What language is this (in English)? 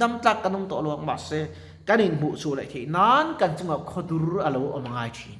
Mizo